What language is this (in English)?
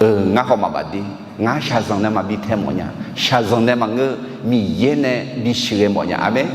Akha